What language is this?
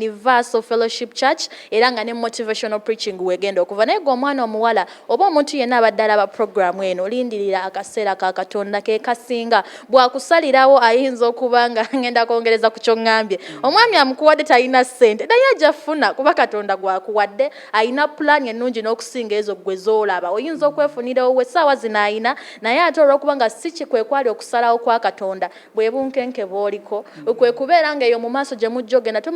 Ganda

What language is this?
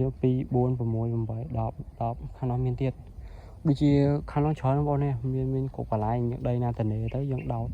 Khmer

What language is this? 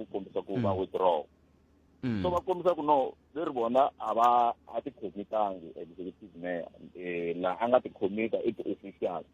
Tsonga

